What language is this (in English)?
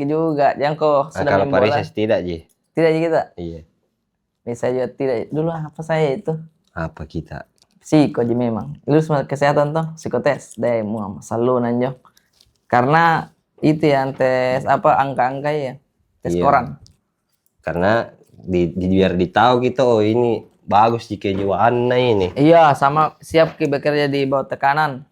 Makassar Malay